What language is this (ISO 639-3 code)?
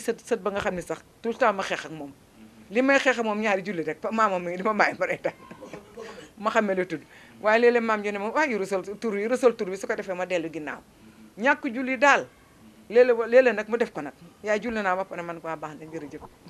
wol